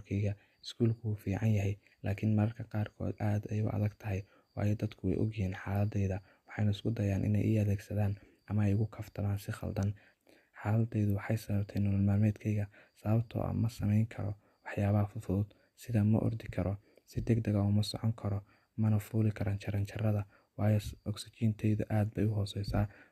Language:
Somali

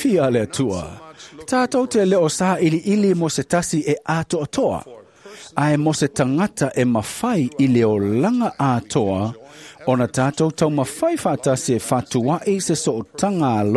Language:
Samoan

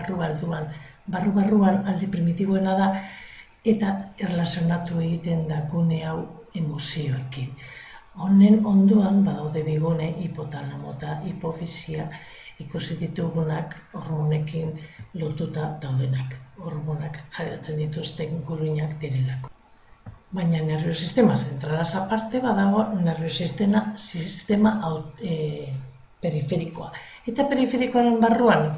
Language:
Basque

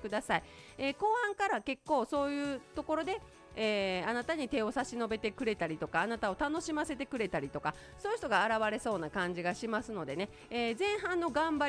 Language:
Japanese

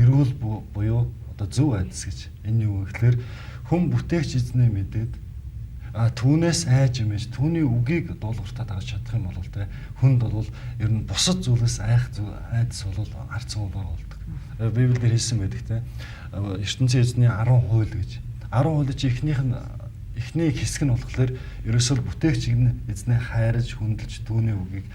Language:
Mongolian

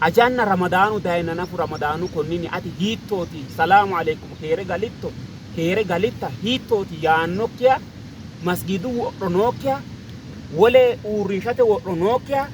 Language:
Sidamo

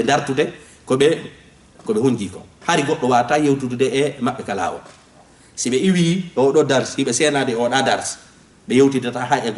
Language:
Fula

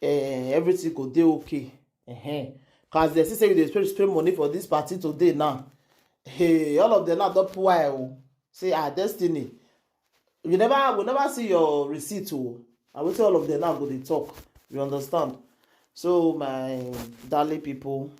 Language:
Nigerian Pidgin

